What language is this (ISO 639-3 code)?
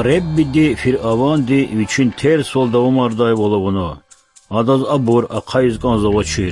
lez